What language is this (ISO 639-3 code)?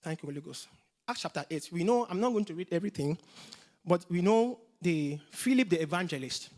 eng